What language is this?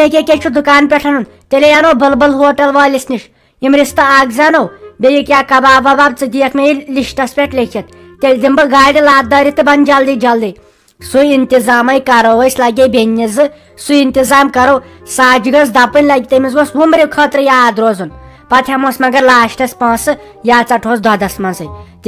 Kashmiri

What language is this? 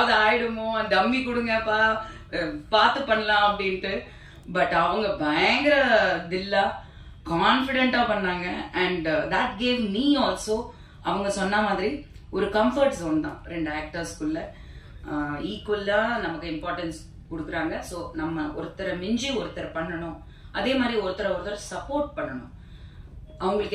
Tamil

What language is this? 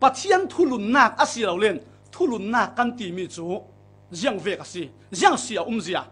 Falam Chin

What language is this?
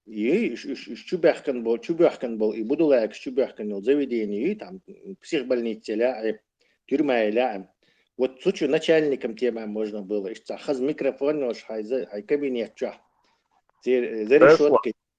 Chechen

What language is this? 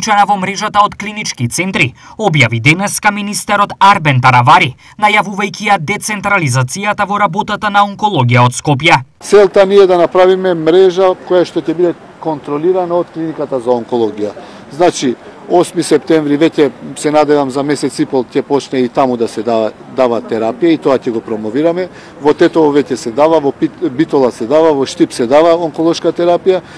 Macedonian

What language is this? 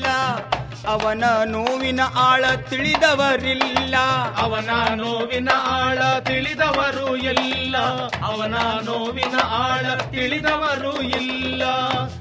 Kannada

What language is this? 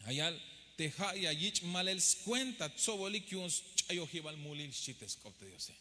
Tzeltal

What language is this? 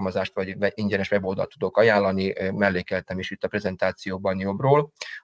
Hungarian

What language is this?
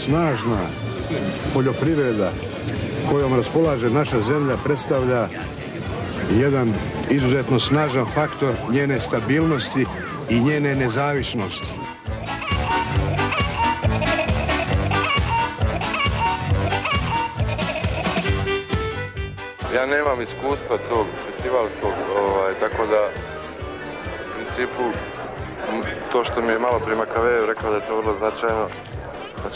Serbian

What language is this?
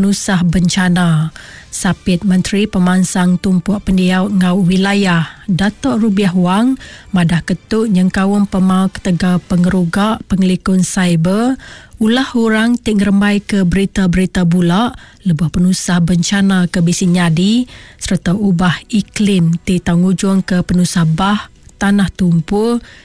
Iban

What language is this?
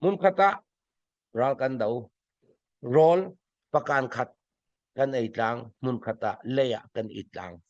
Falam Chin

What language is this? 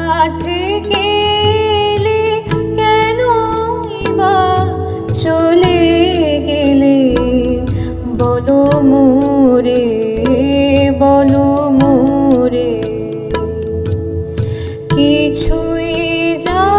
Bangla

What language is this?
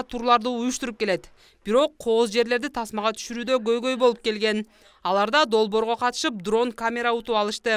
Kyrgyz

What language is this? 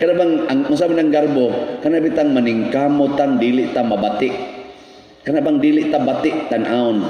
Cebuano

